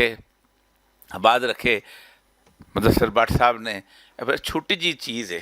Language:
Western Panjabi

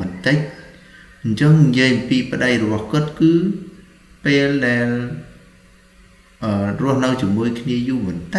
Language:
Khmer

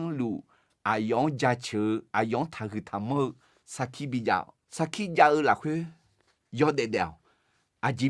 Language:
Akha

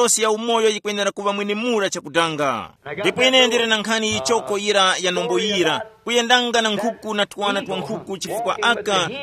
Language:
Tumbuka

